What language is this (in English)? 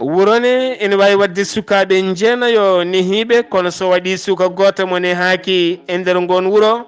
Fula